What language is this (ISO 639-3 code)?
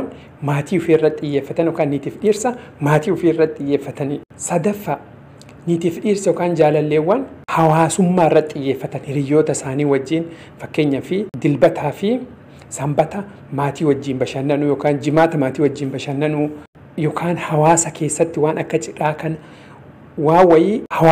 orm